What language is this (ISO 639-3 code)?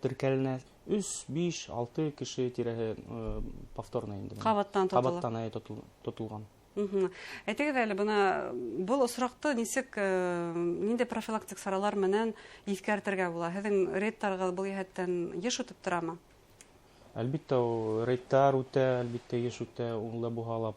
bak